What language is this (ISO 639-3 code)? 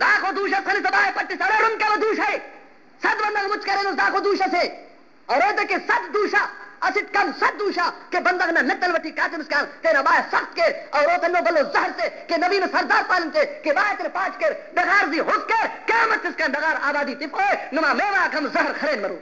brh